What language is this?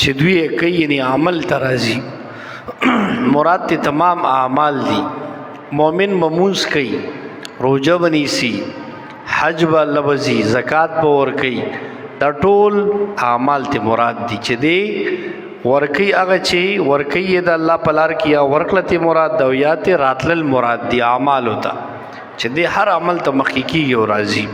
Pashto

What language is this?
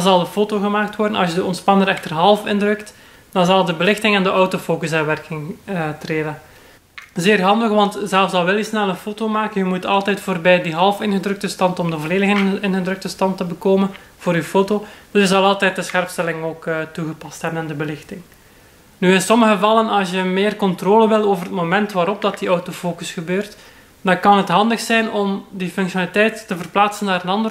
Dutch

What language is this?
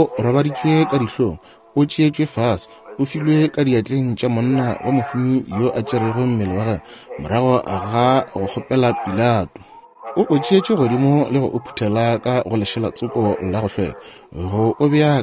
Northern Sotho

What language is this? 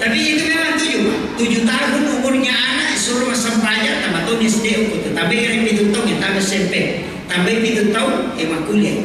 Buginese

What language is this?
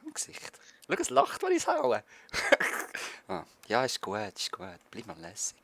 Swiss German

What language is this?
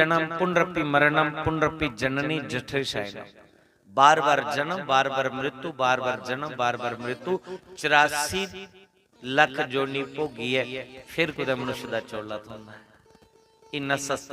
Dogri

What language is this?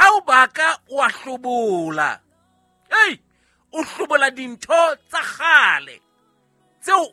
Southern Sotho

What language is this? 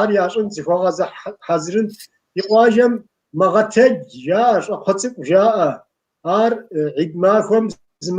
Kabardian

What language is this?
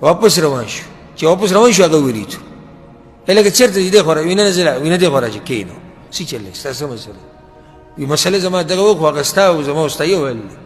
Pashto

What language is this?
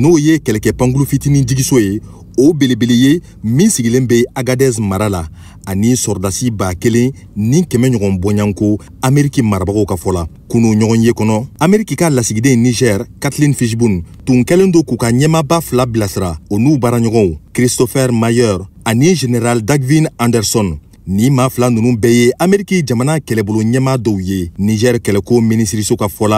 Bambara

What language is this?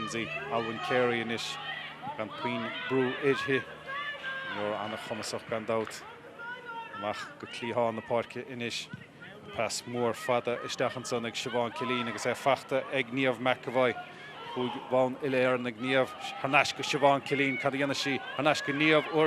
Irish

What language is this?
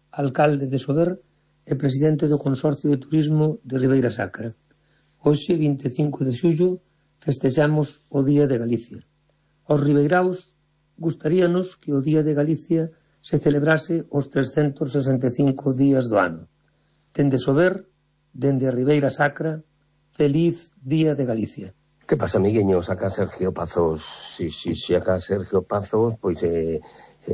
Galician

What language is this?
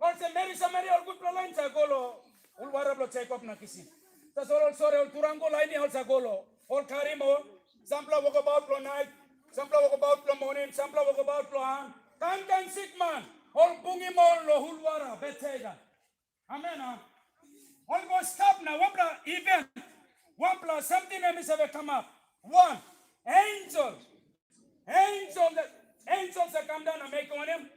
Tok Pisin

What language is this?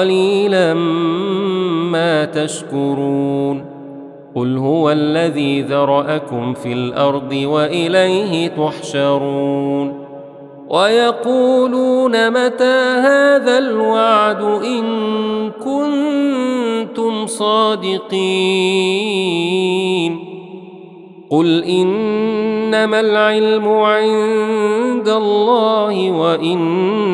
Arabic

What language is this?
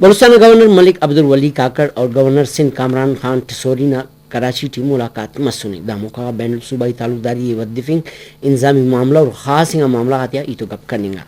Brahui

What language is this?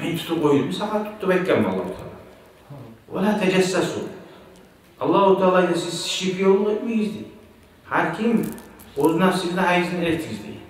Kumyk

